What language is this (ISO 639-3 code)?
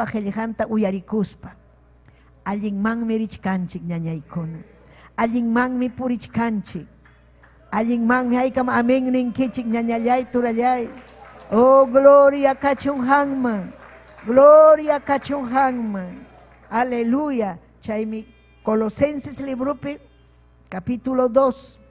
quy